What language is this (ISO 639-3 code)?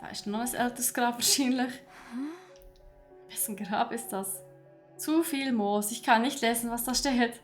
gsw